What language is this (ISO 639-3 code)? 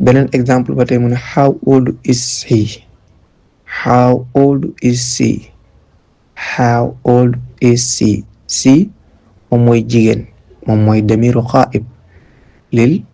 wol